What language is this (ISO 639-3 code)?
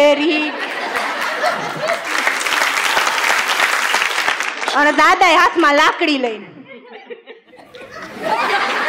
guj